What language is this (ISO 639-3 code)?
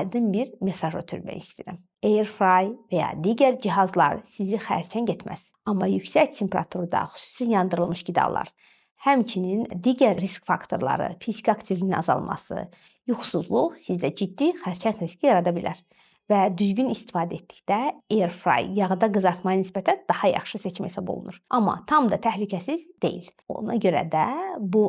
aze